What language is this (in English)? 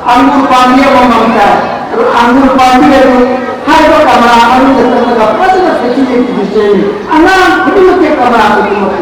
Manipuri